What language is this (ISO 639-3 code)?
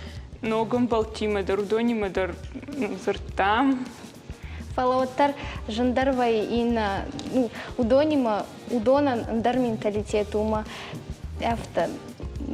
oss